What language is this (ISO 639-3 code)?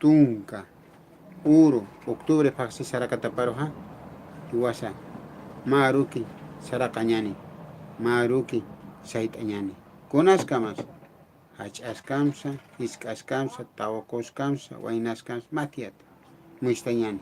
aym